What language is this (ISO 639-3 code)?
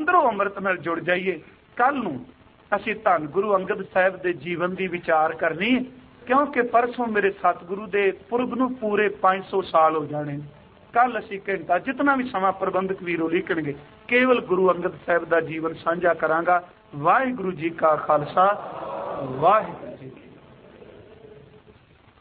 pan